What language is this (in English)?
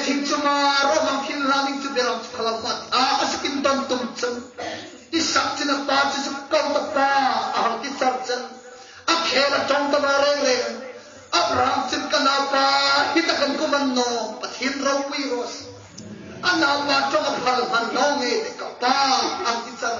Hmar